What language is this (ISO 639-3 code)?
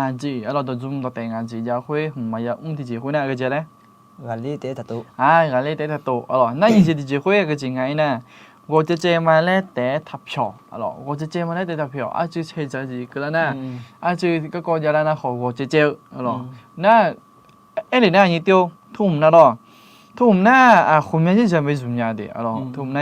ahk